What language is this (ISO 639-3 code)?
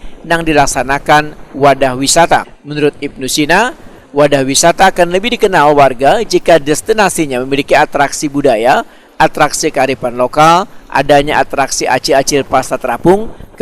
bjn